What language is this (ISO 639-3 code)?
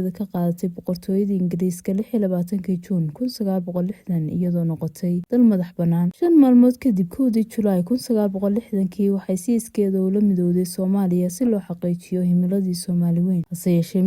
som